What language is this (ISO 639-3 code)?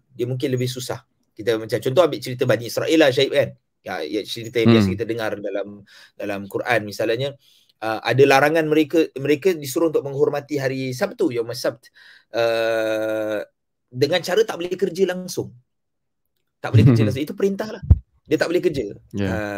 msa